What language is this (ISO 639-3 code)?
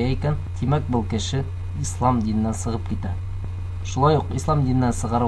bak